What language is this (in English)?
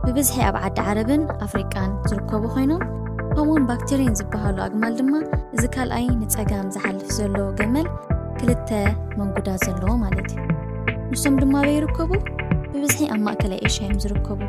Tigrinya